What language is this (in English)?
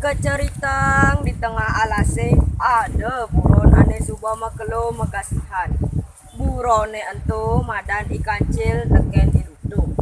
Balinese